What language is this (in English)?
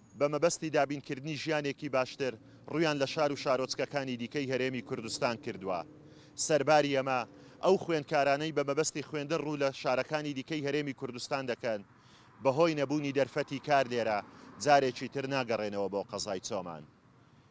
Central Kurdish